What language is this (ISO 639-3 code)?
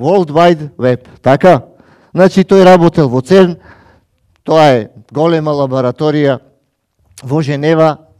mkd